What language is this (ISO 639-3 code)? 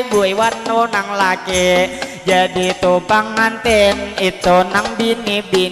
bjn